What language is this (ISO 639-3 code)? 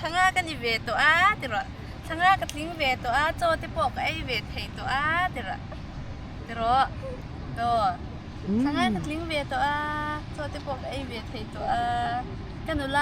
lus